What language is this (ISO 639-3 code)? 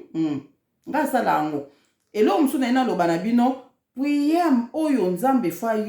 lin